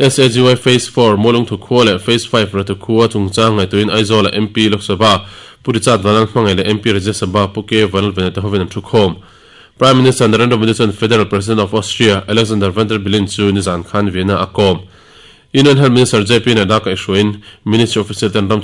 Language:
Mizo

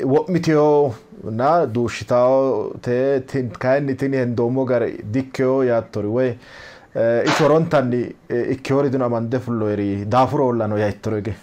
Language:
Sidamo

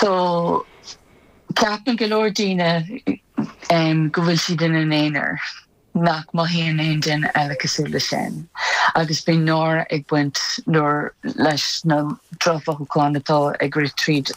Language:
Irish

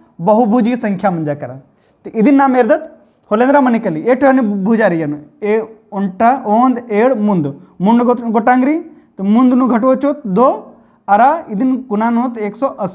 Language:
Kurukh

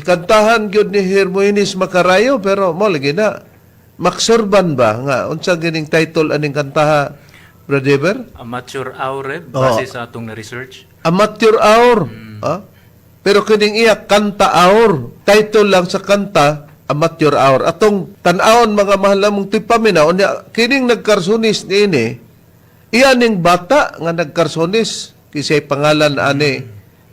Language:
Cebuano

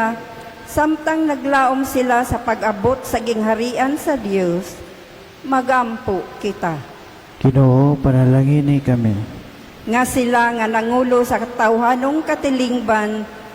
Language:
Cebuano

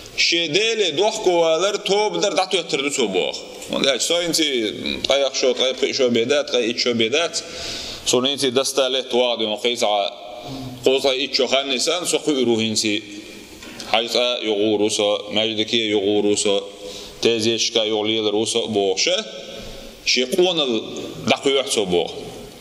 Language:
Chechen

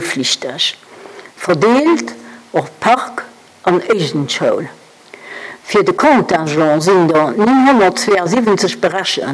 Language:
Luxembourgish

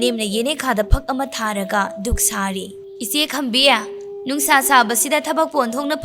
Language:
Manipuri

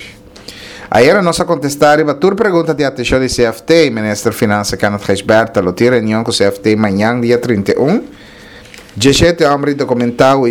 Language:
Papiamento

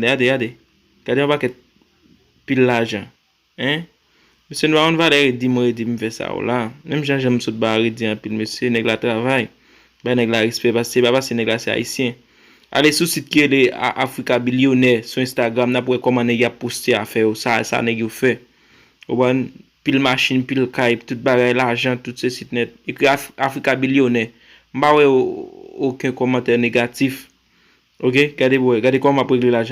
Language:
Haitian Creole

